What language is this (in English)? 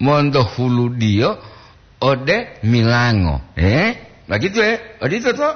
Gorontalo